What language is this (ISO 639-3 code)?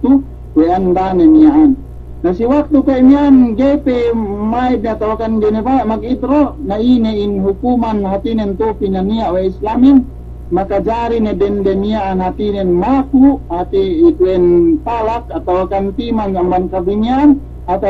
yka